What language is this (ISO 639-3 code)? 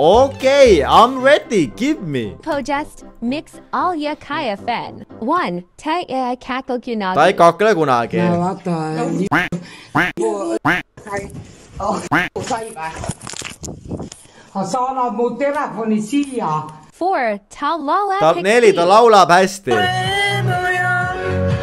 est